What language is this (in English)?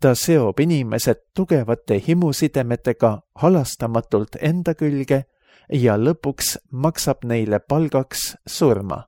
Estonian